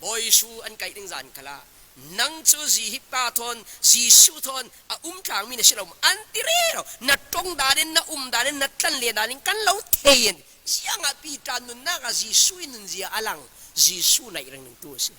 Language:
Falam Chin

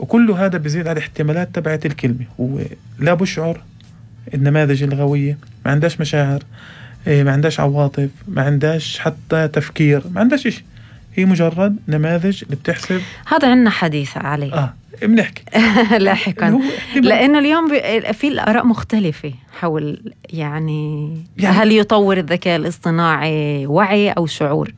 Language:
North Levantine Arabic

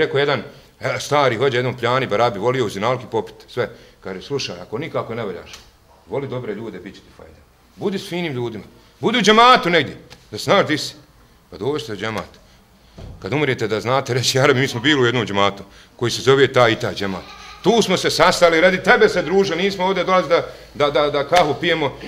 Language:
Bosnian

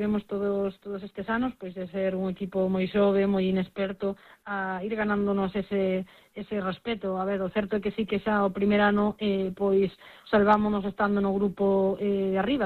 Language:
Galician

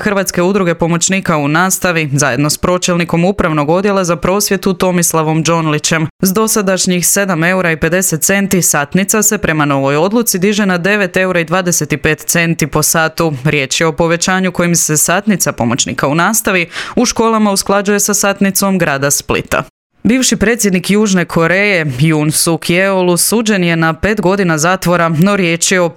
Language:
Croatian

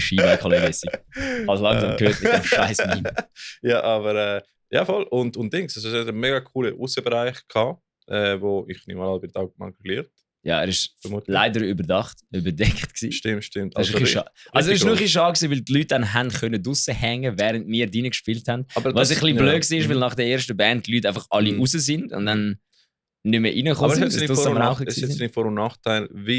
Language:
Swiss German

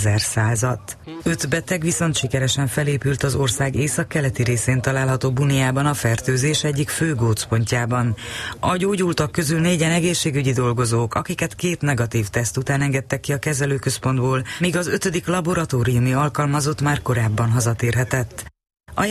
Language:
Hungarian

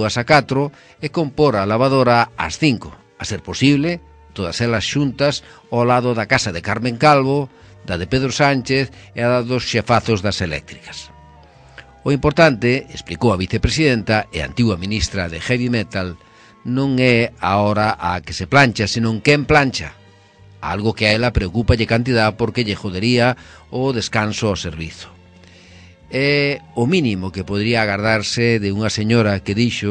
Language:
Galician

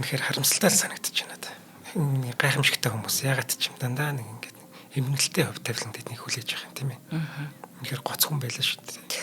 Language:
Mongolian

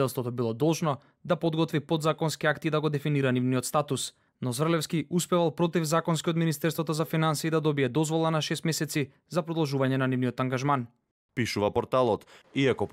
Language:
Macedonian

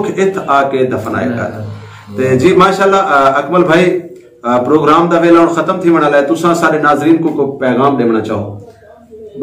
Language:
Saraiki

